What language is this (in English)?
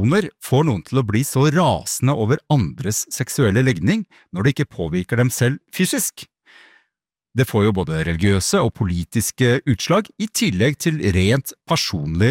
Norwegian